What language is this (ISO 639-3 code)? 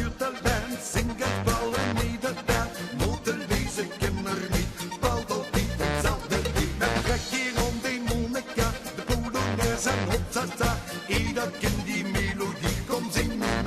lim